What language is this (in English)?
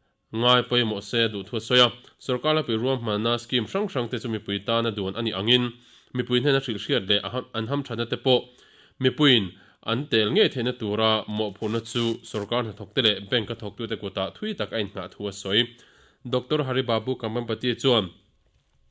Mizo